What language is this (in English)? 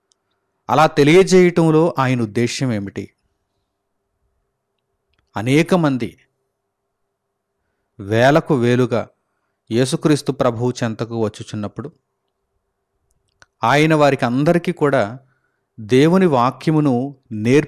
Telugu